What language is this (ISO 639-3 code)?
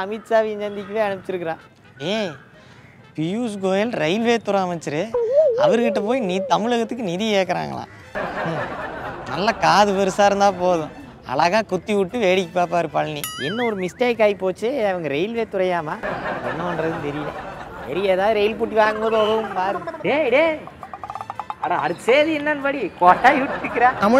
tam